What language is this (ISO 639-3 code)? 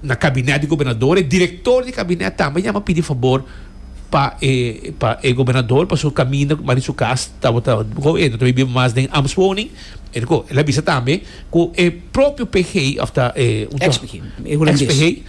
pap